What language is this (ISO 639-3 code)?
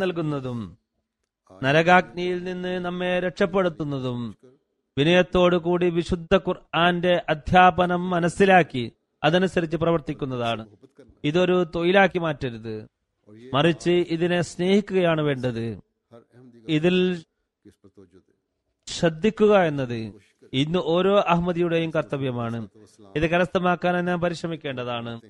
mal